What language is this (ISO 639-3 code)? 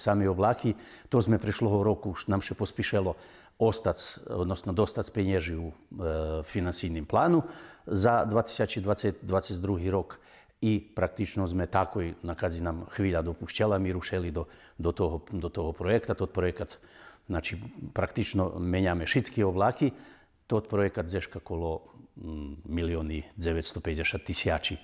rue